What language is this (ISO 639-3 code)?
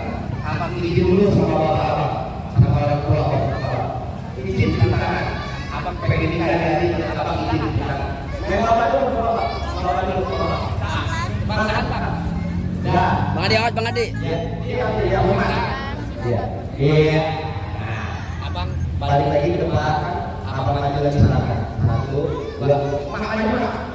bew